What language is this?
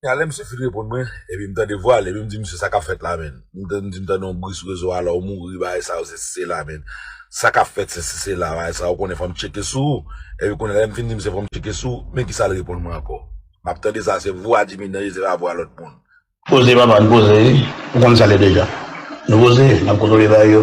Haitian Creole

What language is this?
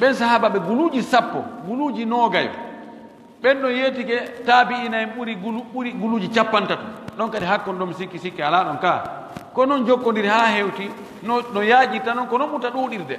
Pular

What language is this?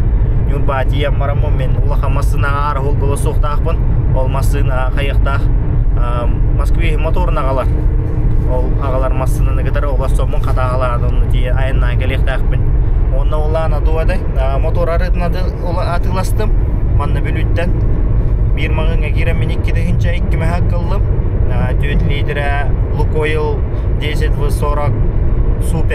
Yakut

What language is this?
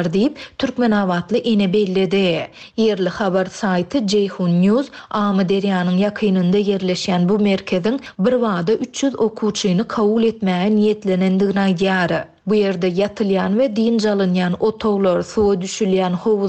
Turkmen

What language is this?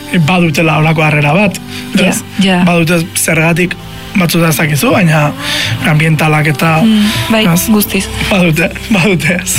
Basque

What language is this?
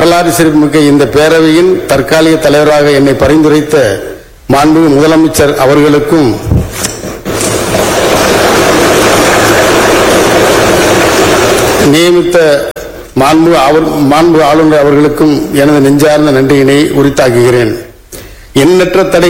Tamil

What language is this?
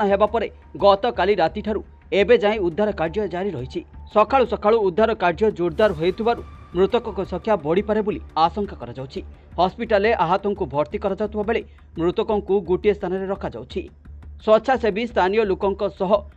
Odia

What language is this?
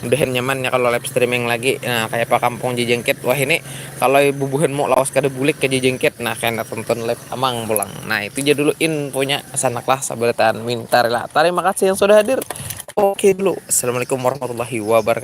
Banjar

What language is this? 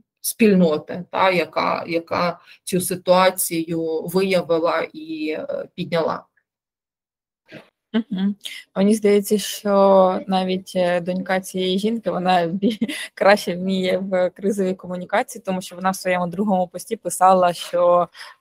Ukrainian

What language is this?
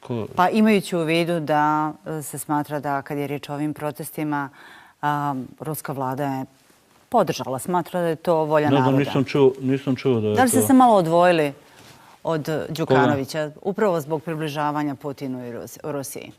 Bosnian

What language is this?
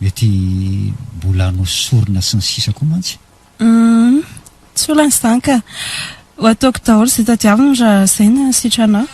Malagasy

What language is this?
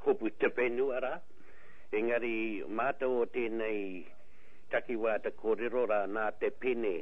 Māori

